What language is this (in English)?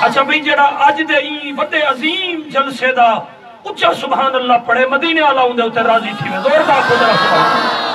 Saraiki